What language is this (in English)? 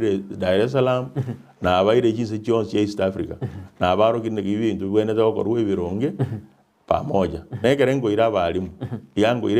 Gusii